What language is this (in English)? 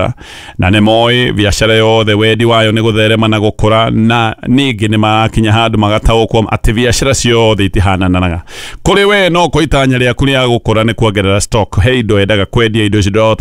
Kikuyu